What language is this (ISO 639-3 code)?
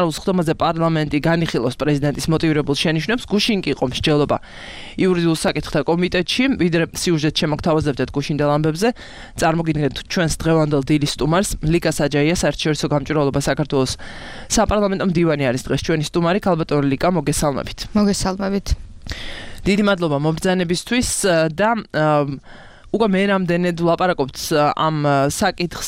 kat